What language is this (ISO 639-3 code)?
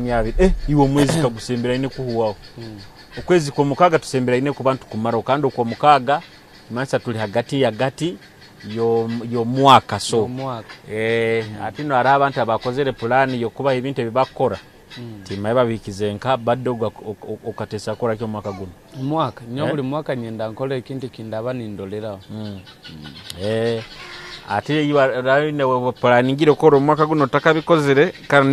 nyo